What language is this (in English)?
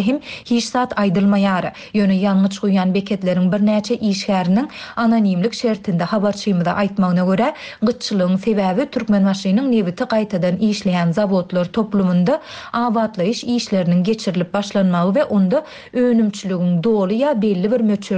Turkmen